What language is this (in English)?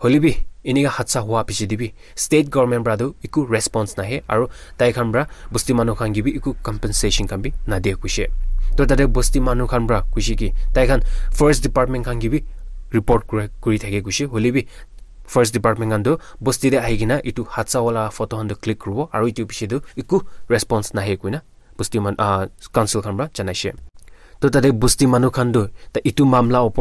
Naga Pidgin